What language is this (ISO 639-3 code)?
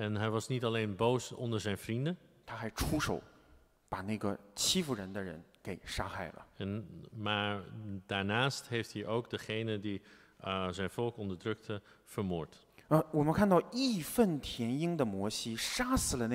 nld